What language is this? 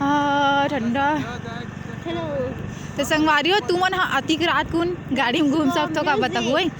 Chhattisgarhi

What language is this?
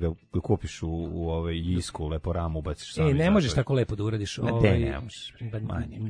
Serbian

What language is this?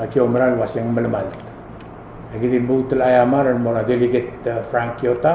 Palauan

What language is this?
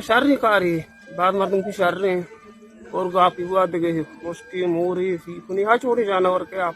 Eastern Balochi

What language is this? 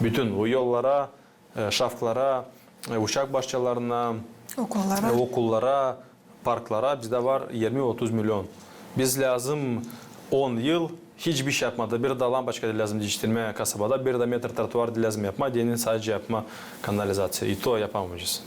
Gagauz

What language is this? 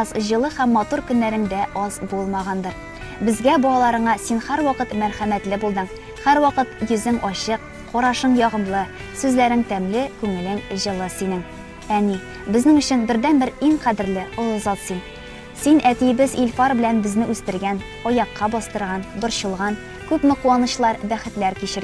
Tatar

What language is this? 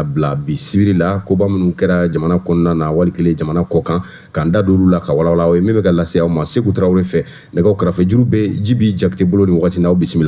Bambara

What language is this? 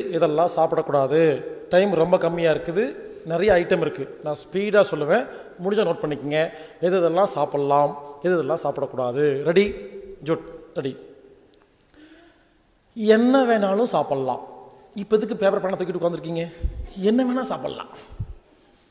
Tamil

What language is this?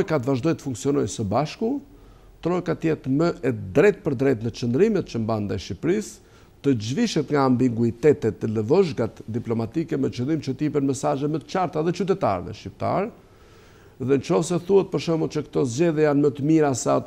Albanian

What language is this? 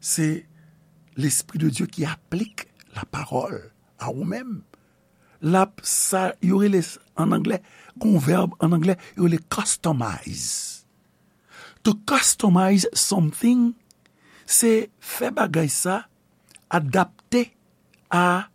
Haitian Creole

